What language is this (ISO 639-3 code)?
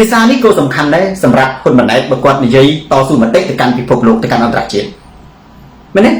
khm